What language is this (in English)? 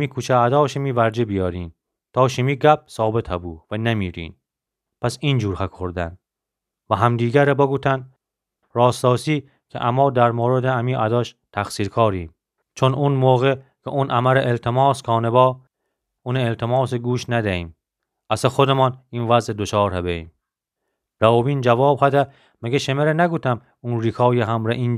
Gilaki